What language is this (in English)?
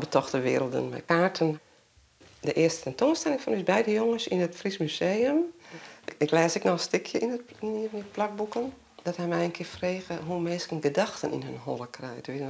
Western Frisian